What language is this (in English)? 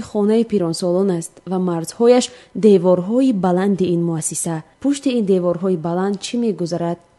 Tajik